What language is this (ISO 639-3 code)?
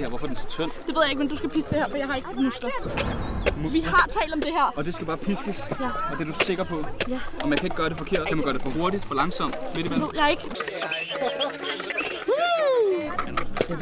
dan